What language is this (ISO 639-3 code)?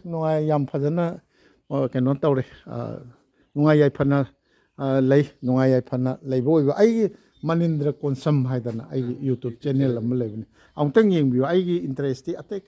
mni